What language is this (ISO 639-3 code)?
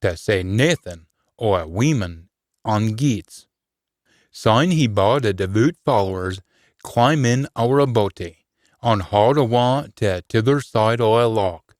sco